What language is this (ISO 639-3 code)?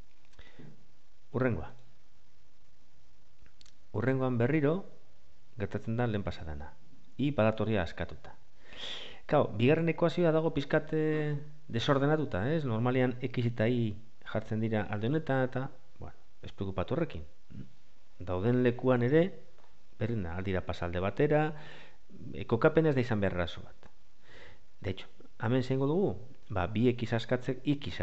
eus